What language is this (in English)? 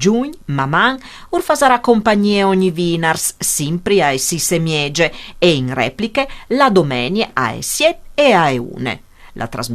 Friulian